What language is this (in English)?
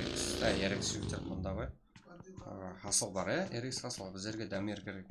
Kara-Kalpak